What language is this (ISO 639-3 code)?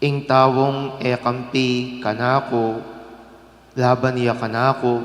pam